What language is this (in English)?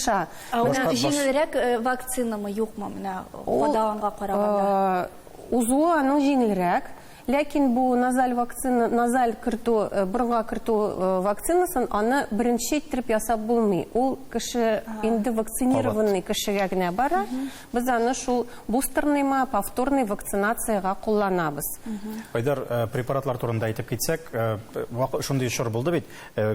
Tatar